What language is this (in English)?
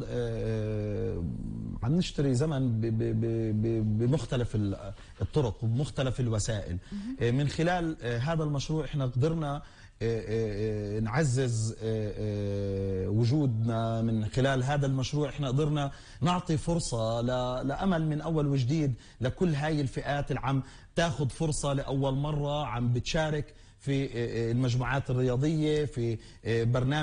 North Levantine Arabic